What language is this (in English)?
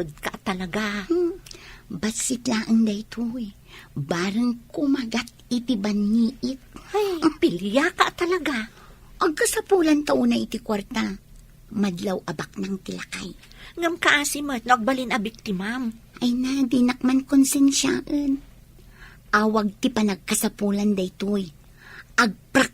Iloko